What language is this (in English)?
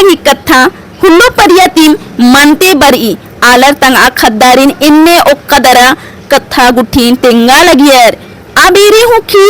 Kurukh